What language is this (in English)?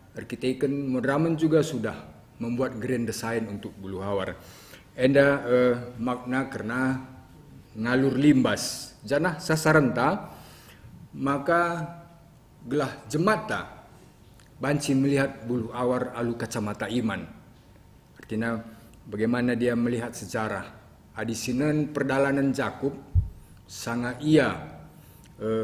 Batak Karo